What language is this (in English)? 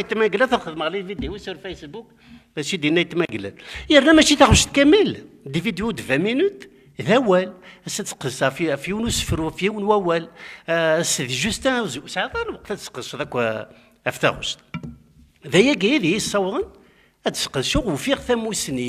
Kabyle